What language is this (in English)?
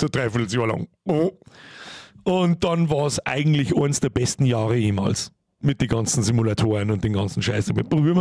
Bavarian